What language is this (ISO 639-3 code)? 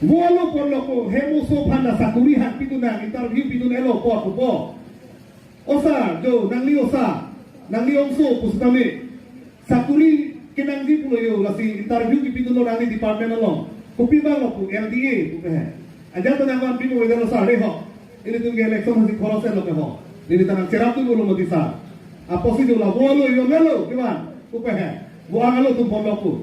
mjw